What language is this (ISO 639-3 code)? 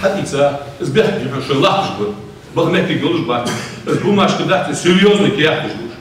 inh